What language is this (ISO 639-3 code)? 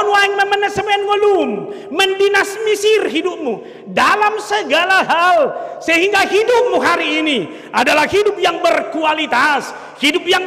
bbc